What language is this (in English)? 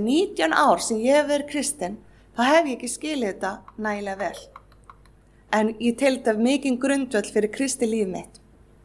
Icelandic